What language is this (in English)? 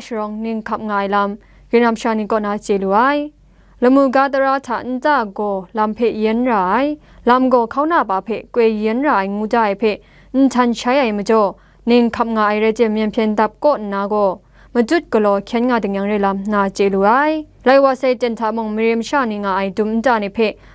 Kachin